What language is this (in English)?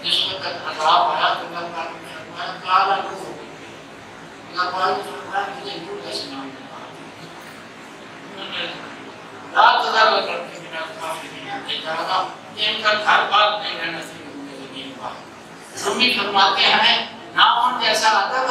Urdu